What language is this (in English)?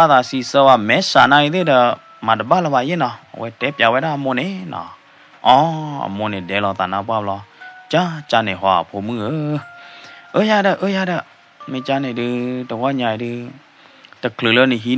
S'gaw Karen